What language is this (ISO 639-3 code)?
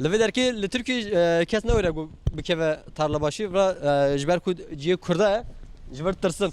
kur